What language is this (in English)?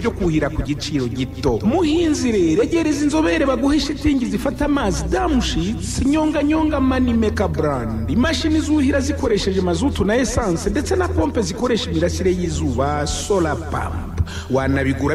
Kinyarwanda